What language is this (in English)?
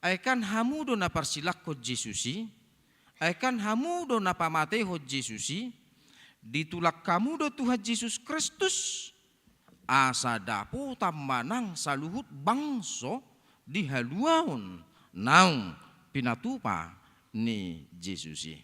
Batak Toba